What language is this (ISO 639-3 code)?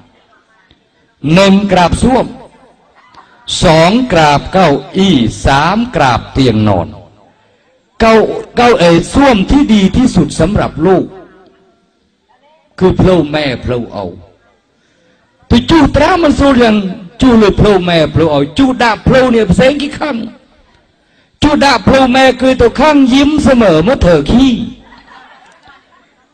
tha